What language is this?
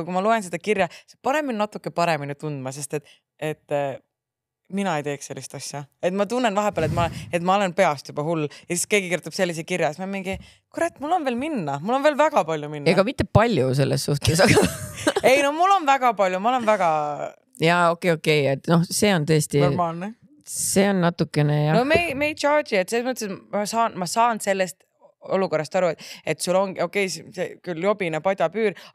Estonian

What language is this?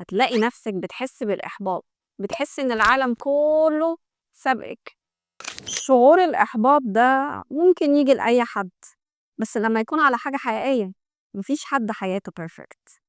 Egyptian Arabic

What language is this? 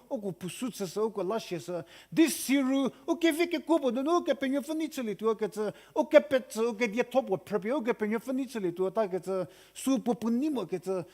Angami Naga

